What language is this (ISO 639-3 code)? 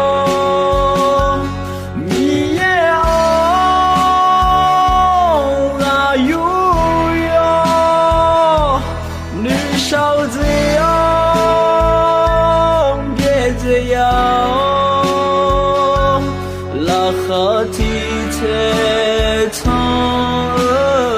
ahk